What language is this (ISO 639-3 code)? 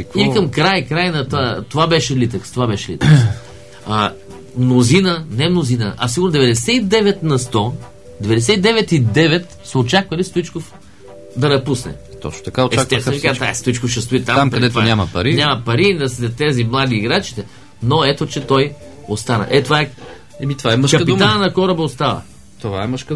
bul